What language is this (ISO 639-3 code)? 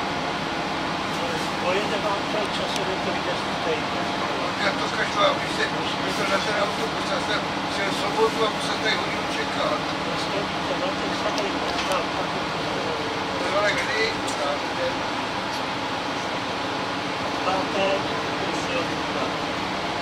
ces